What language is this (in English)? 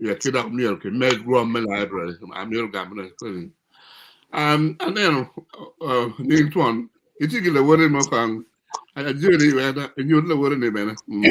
Acoli